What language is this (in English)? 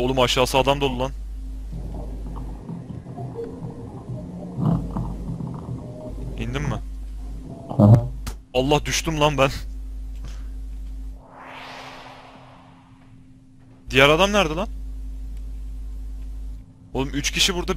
Turkish